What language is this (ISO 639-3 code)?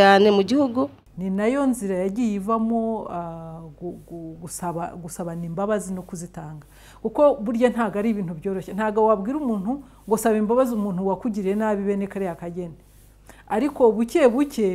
kin